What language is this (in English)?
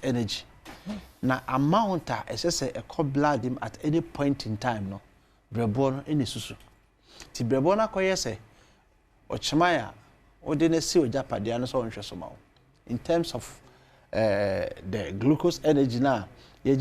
Akan